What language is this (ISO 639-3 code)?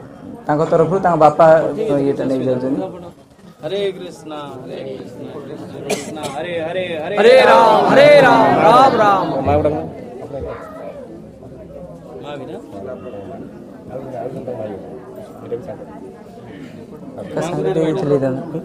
ori